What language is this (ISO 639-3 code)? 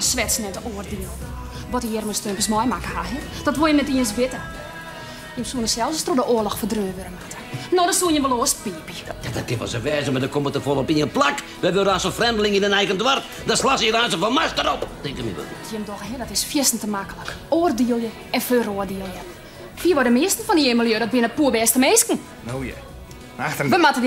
fry